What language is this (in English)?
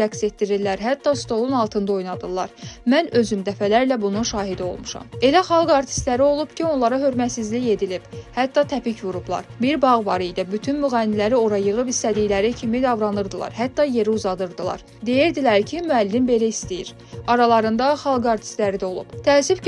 Azerbaijani